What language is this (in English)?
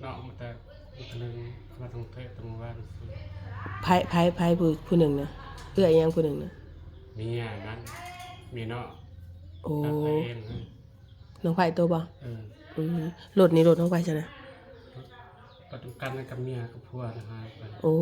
Northeastern Thai